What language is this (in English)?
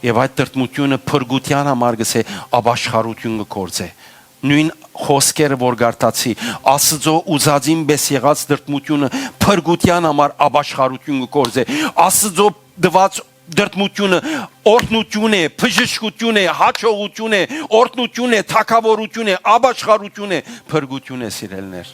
Western Armenian